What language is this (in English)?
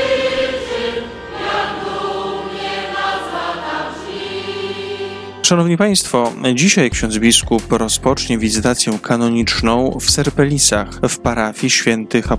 Polish